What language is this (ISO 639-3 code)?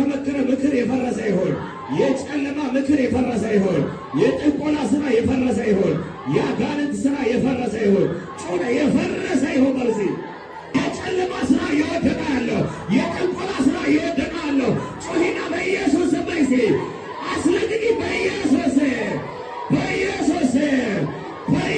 amh